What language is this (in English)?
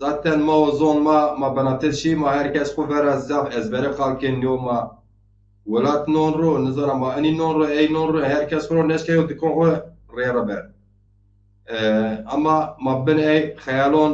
Zaza